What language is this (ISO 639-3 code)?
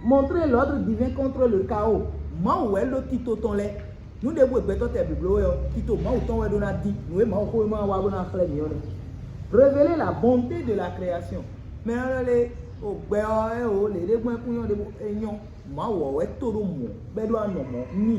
fon